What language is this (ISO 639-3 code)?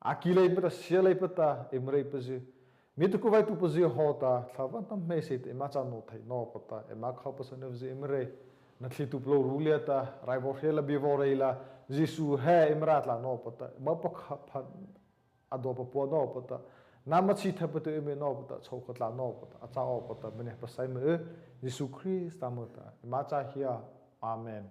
mrh